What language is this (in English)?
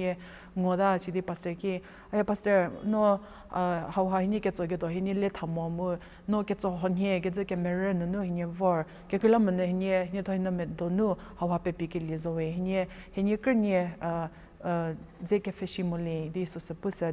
Angami Naga